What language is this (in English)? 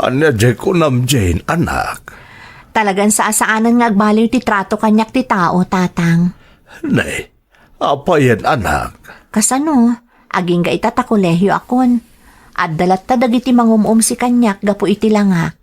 Iloko